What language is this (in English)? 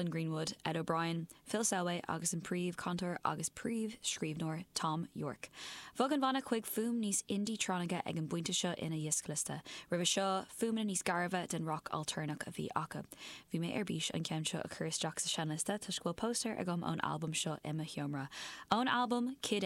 Irish